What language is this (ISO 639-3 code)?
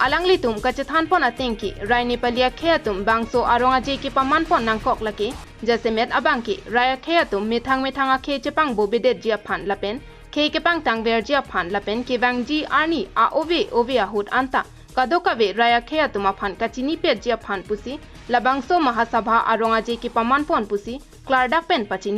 mjw